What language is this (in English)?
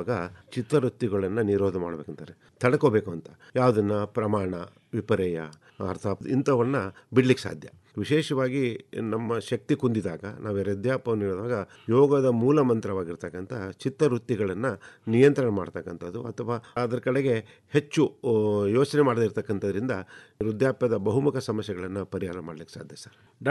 Kannada